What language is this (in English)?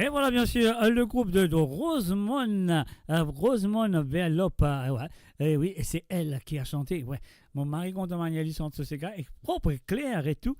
Morisyen